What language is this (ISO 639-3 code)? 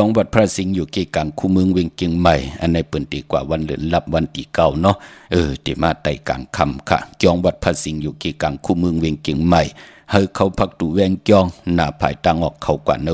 shn